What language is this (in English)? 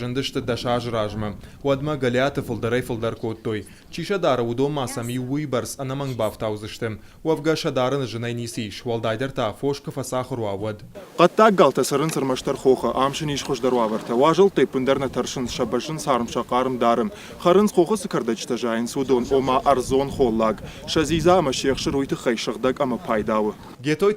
Ossetic